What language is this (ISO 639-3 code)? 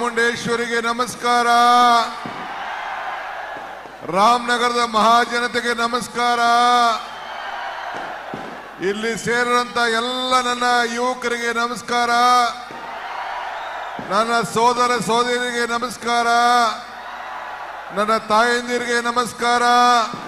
kan